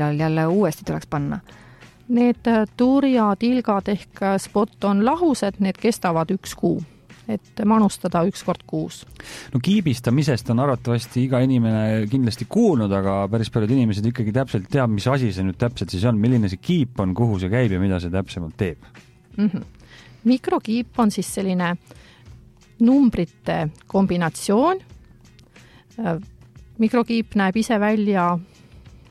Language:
Estonian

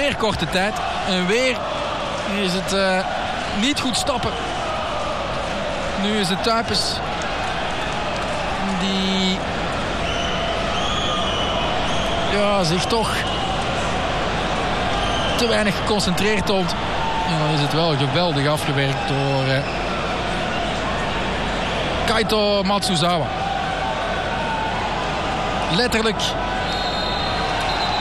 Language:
Dutch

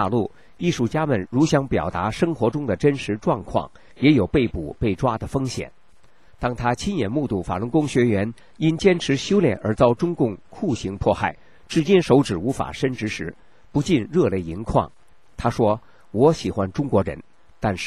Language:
Chinese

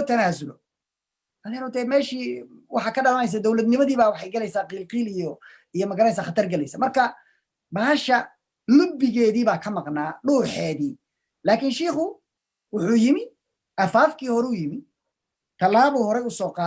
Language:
Somali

